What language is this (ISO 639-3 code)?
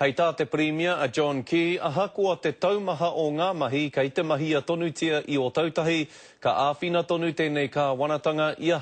mri